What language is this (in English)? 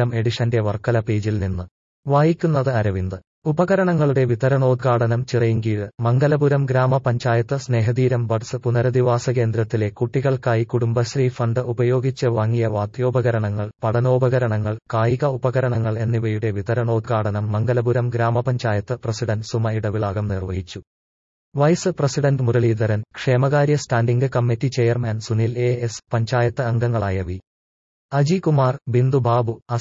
Malayalam